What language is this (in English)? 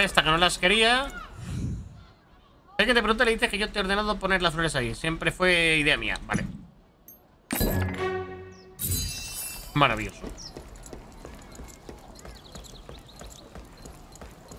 Spanish